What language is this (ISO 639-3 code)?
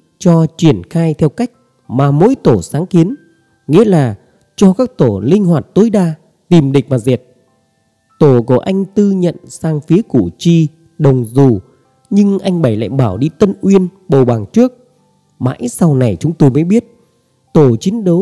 vie